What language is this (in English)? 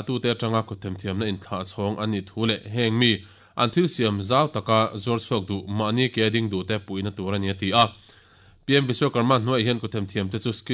Mizo